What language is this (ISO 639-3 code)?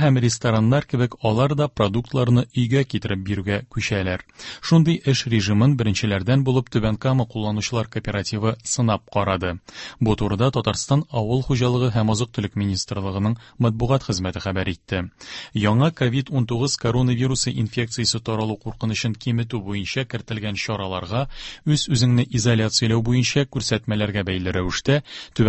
tat